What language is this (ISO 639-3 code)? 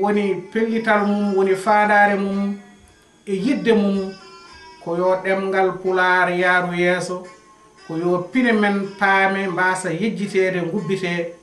ful